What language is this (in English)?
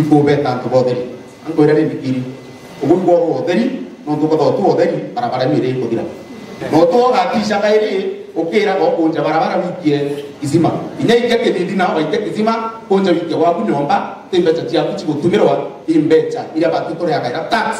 Meru